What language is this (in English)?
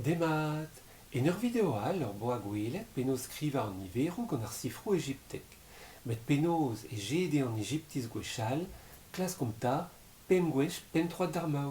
Breton